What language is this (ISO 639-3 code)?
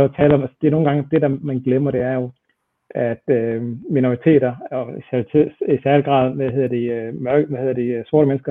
dan